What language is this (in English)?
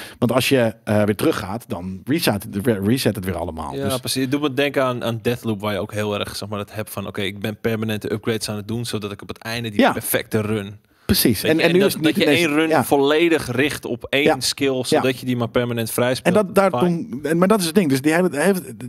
Dutch